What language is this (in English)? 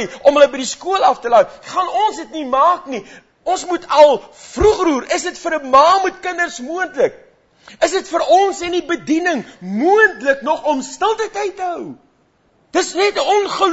Afrikaans